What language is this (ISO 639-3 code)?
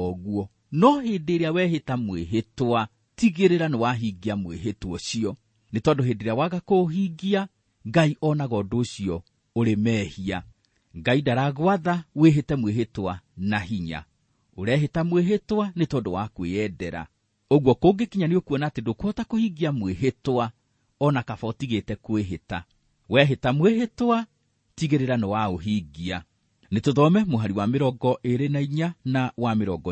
kik